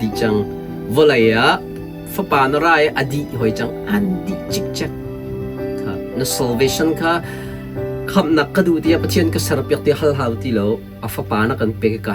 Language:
Hakha Chin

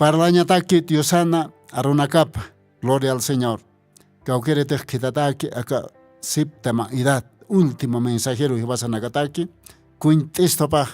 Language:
Aymara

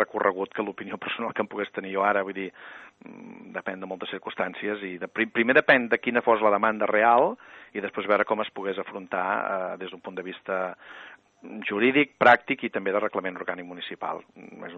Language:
Catalan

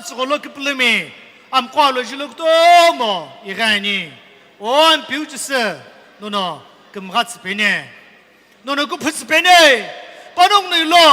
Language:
Sumi Naga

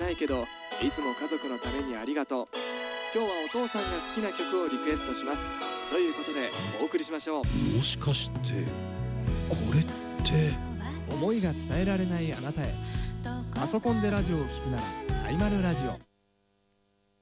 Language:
Japanese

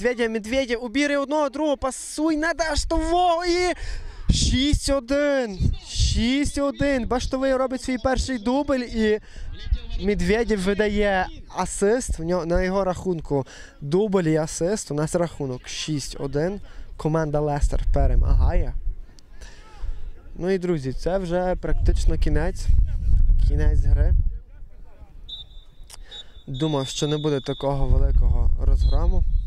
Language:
Ukrainian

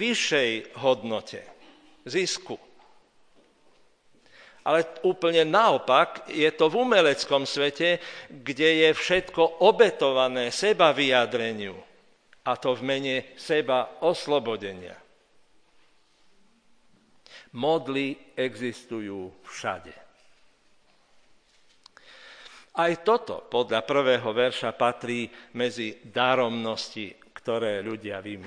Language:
Slovak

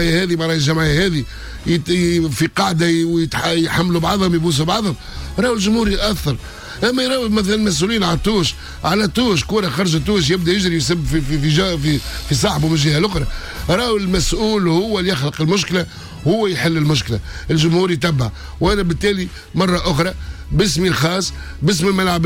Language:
Tunisian Arabic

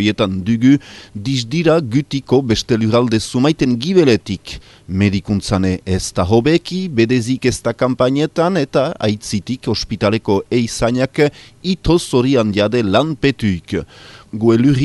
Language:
Basque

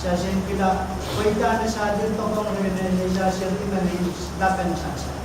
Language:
Pohnpeian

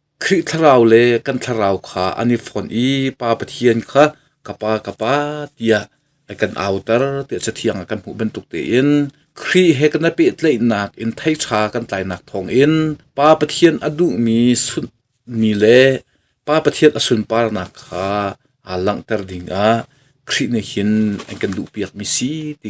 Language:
Hakha Chin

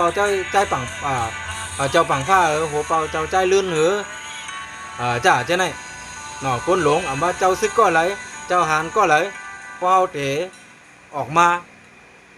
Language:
Shan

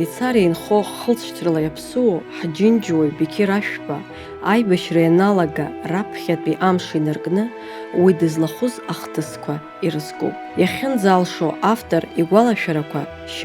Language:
Abkhazian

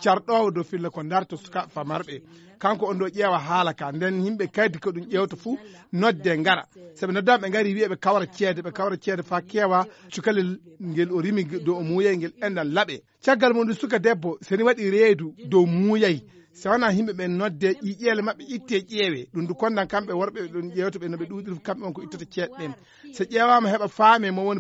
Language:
Fula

